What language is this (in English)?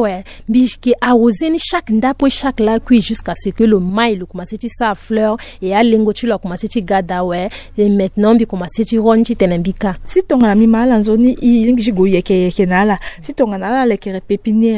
Sango